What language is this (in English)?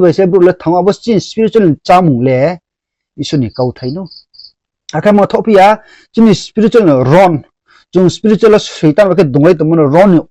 Riang (India)